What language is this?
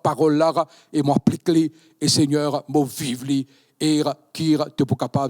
Morisyen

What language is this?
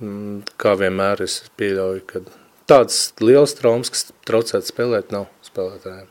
Latvian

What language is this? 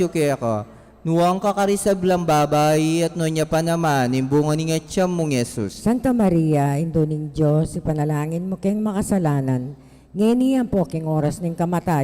Pampanga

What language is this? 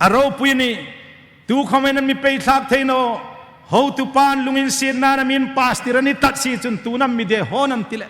Hmar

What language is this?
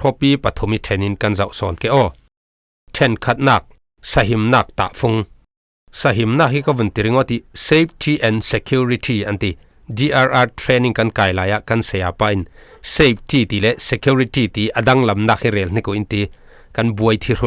Falam Chin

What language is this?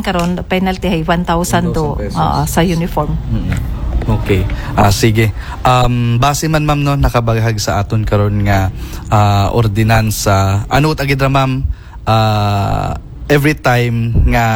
Aklanon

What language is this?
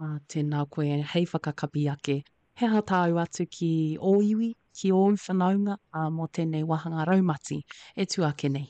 Māori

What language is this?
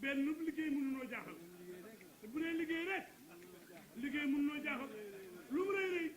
Wolof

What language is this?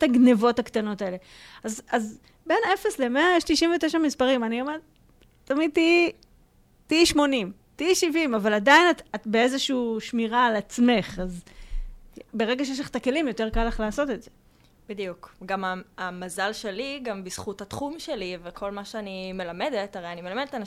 Hebrew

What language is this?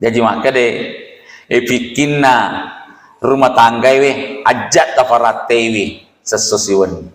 Buginese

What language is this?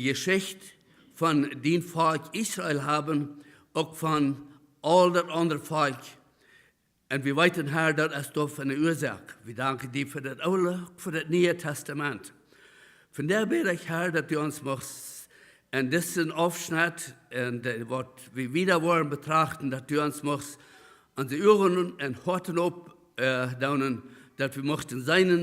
Plautdietsch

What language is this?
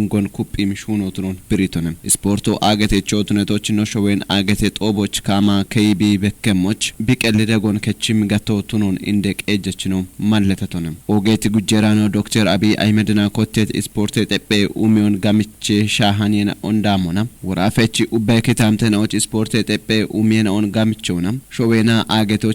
Kafa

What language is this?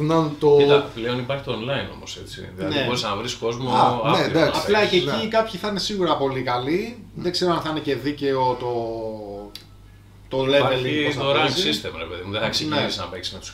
Greek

